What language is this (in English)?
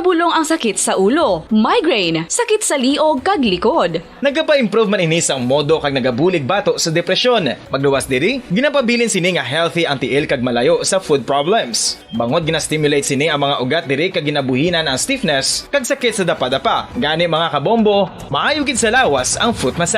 Hiligaynon